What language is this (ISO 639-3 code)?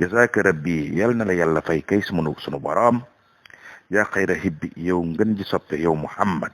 wol